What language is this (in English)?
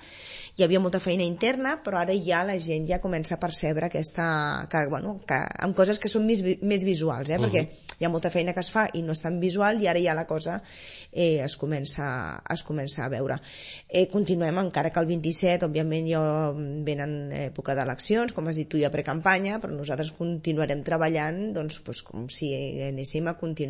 Catalan